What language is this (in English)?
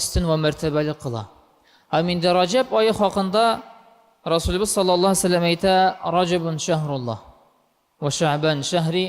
Tatar